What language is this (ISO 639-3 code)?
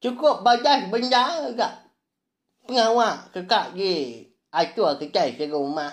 iba